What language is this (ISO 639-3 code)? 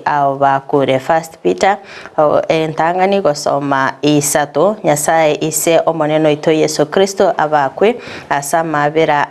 guz